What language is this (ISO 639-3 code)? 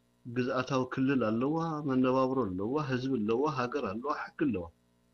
tir